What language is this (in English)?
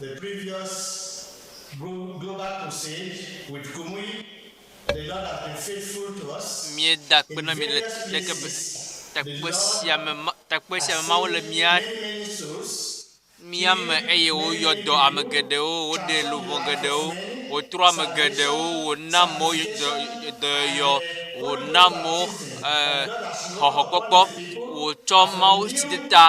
Ewe